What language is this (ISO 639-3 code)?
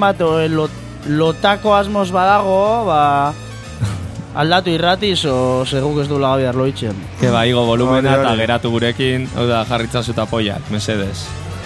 eus